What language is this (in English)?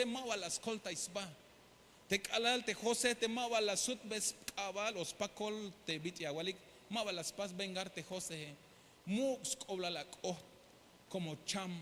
Tzeltal